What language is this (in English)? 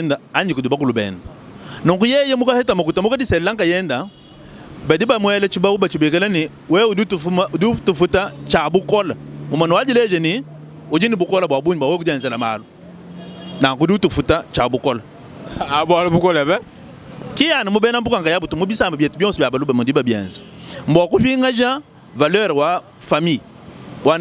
Luba-Lulua